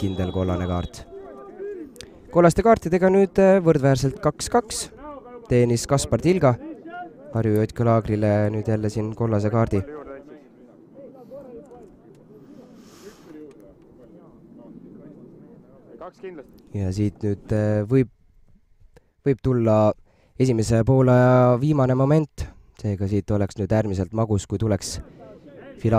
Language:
Estonian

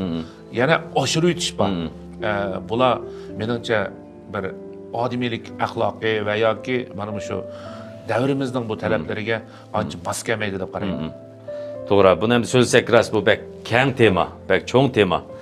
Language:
Uyghur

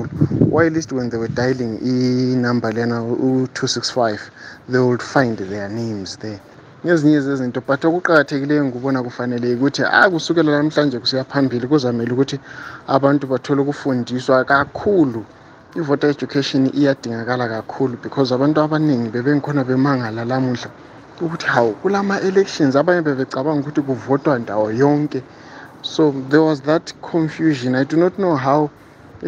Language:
North Ndebele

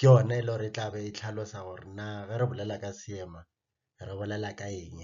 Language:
Northern Sotho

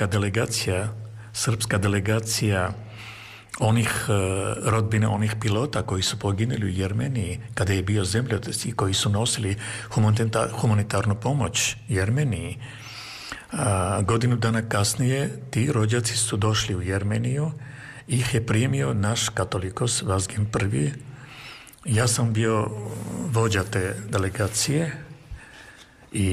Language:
Serbian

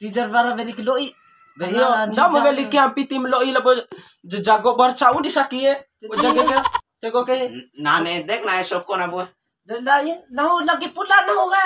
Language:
Bima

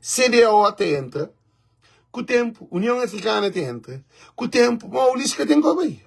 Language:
Kabuverdianu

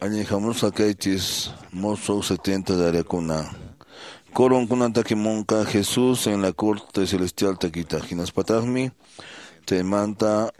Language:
Quechua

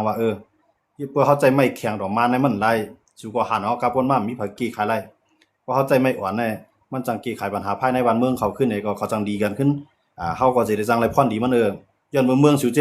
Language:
Shan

